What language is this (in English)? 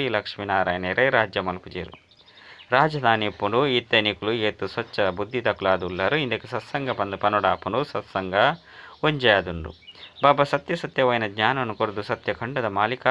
Tulu